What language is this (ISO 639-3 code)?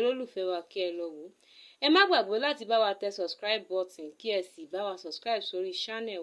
yor